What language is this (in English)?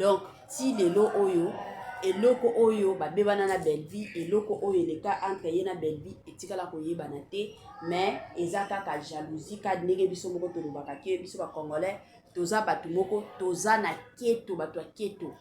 Lingala